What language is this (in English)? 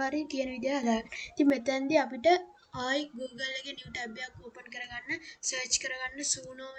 Sinhala